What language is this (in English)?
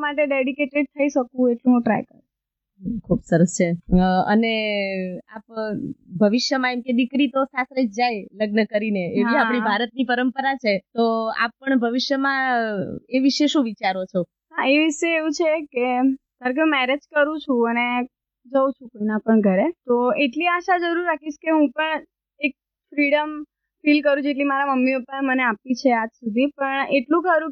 Gujarati